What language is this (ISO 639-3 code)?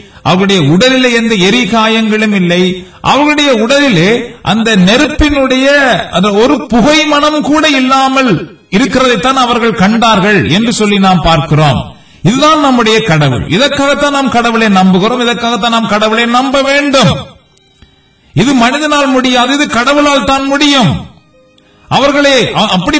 tam